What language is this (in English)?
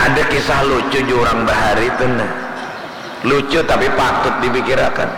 Banjar